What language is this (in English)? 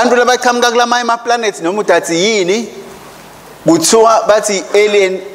Swati